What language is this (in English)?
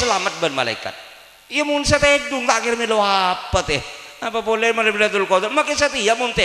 Madurese